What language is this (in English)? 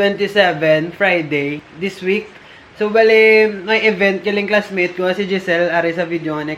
Hiligaynon